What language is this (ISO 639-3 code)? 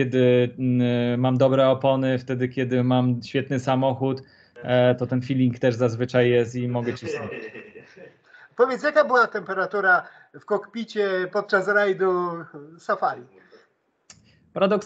pol